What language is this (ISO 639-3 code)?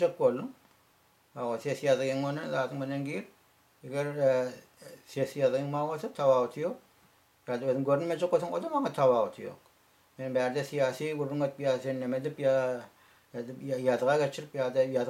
tuk